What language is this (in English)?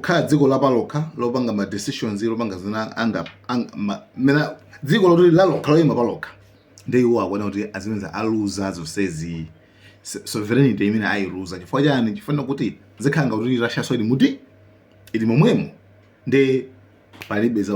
Nyanja